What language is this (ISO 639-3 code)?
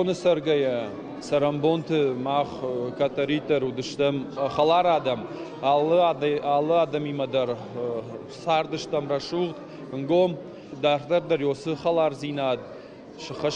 oss